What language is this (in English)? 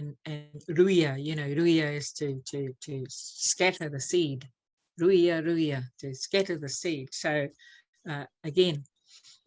Māori